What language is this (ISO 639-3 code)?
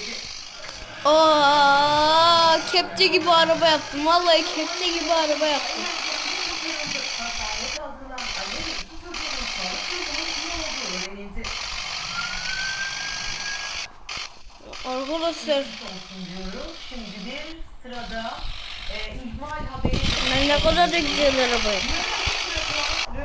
tur